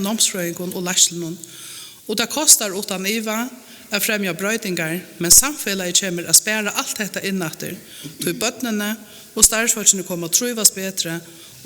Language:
Faroese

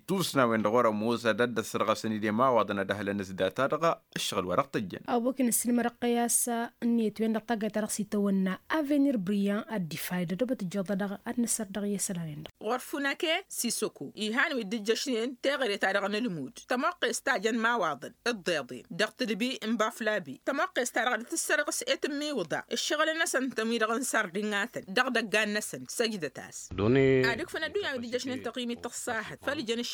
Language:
Tamasheq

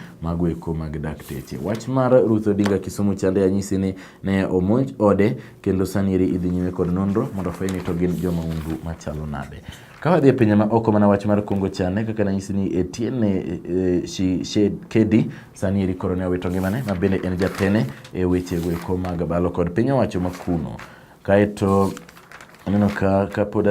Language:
Luo (Kenya and Tanzania)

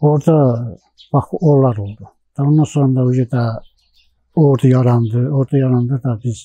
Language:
Azerbaijani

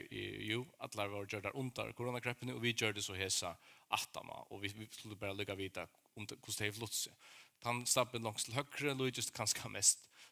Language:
Faroese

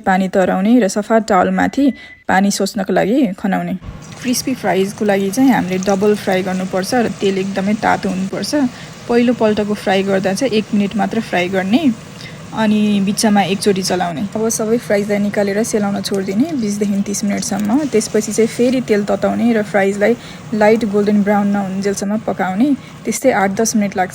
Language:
Nepali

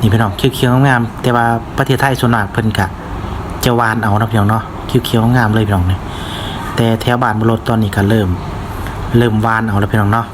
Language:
Lao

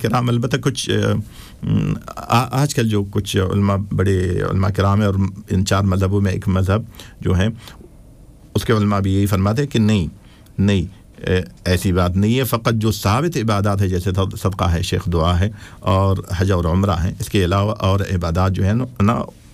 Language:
Urdu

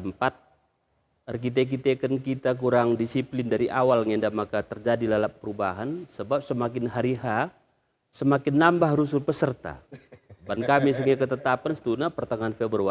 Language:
Batak Karo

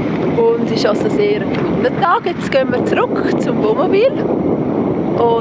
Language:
Swiss German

